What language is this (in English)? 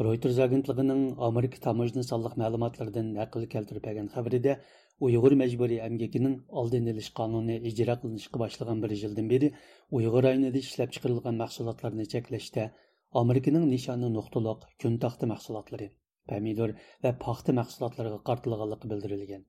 Uyghur